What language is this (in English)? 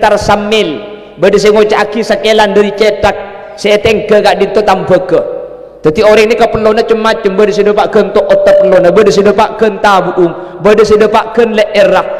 Madurese